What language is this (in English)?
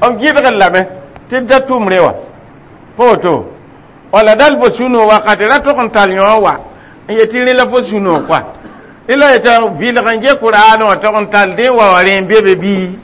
Mossi